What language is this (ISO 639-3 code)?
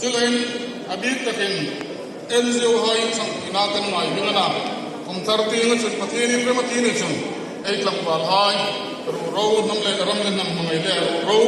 hmr